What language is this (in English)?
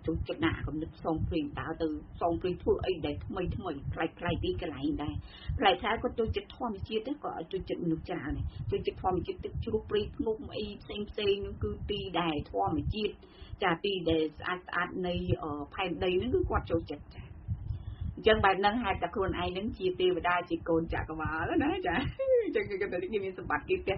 Khmer